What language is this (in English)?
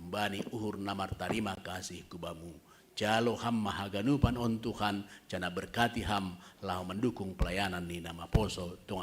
Batak Simalungun